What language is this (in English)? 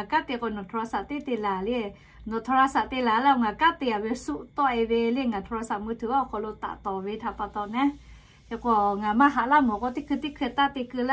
Lahu